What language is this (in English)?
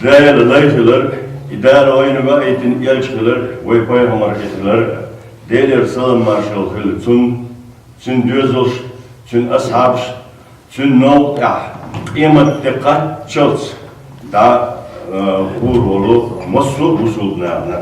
Chechen